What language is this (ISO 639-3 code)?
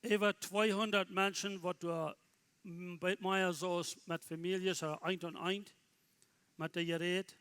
pdt